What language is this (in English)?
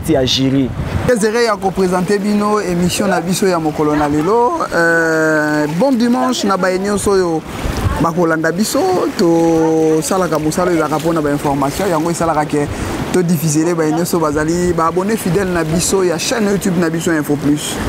Lingala